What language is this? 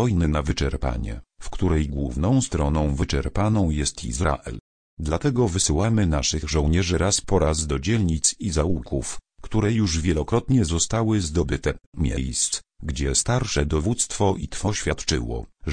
Polish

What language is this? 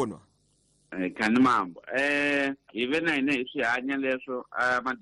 Tsonga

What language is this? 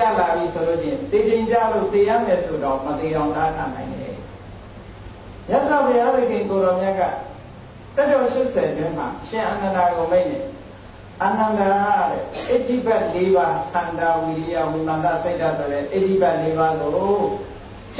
Burmese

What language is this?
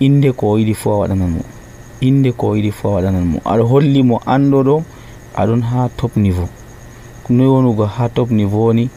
Nigerian Fulfulde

